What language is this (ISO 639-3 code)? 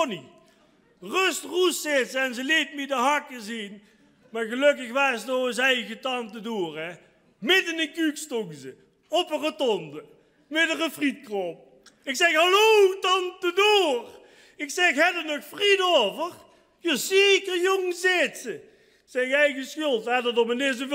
lim